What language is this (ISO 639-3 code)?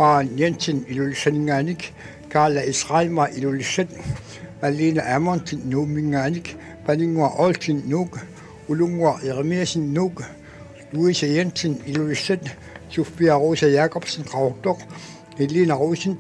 kal